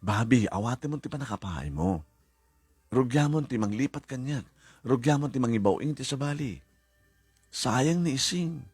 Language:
Iloko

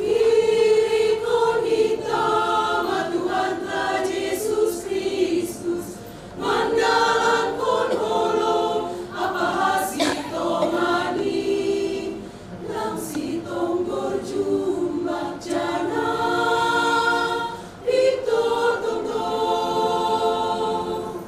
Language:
Batak Simalungun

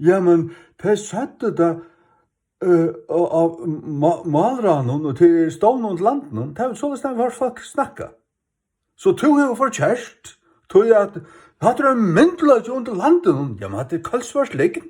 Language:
Faroese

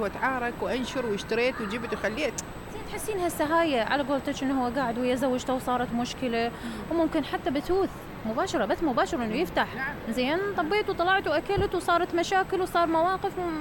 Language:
Mesopotamian Arabic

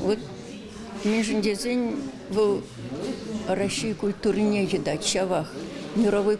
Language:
Chuvash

